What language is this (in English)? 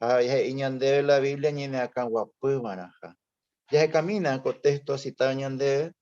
Guarani